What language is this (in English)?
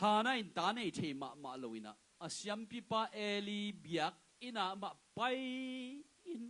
Tedim Chin